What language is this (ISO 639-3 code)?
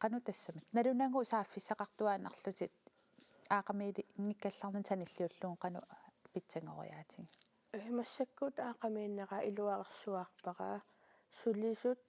kal